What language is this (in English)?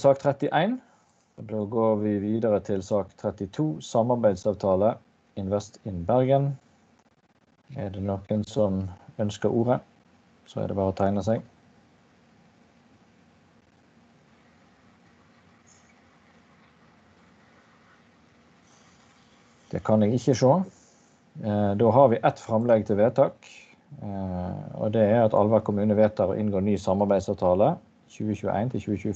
Norwegian